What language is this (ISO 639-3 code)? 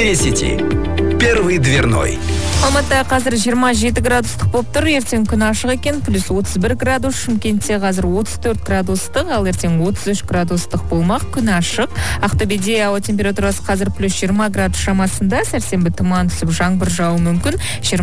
kaz